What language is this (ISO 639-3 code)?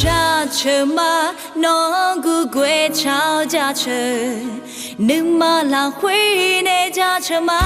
ahk